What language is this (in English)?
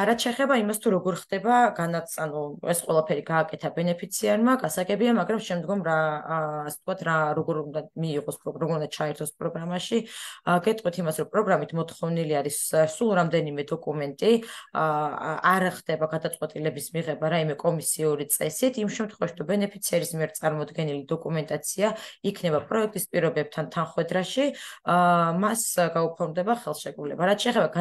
Georgian